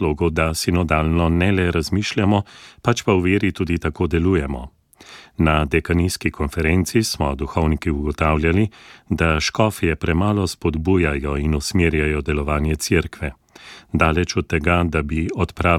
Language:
Slovenian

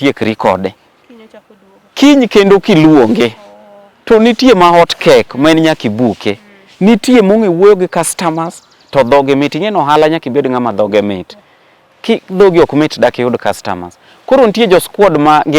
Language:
Luo (Kenya and Tanzania)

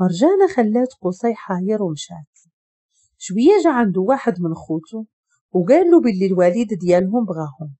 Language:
Moroccan Arabic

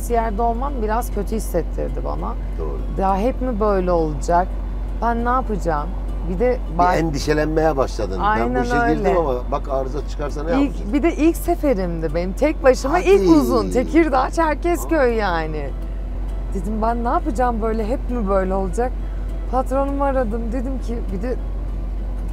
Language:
Turkish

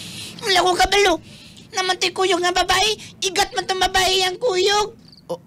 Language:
Cebuano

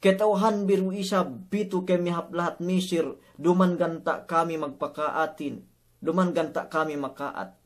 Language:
Yakan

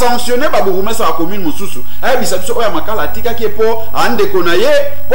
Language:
Lingala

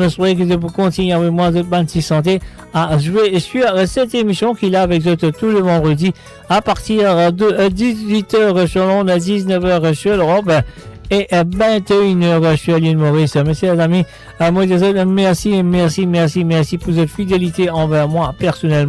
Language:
Morisyen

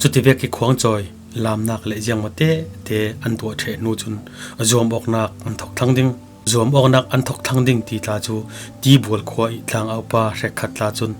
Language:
Falam Chin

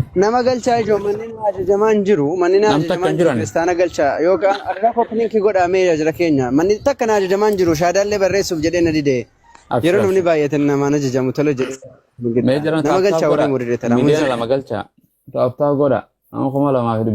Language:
Oromo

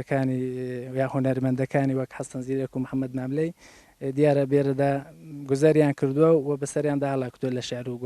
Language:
Central Kurdish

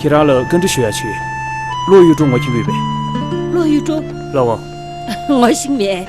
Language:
Tibetan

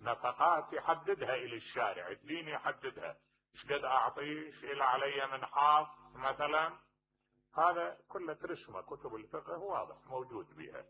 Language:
Mesopotamian Arabic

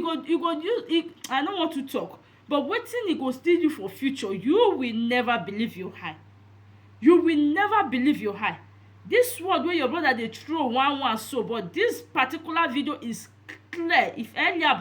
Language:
Nigerian Pidgin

